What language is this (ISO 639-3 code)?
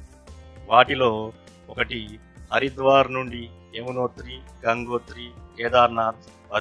tel